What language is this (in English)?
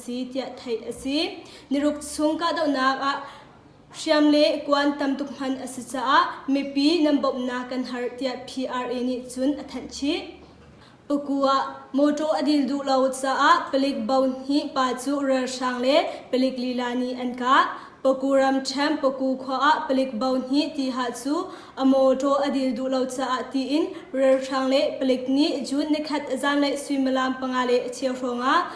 Hakha Chin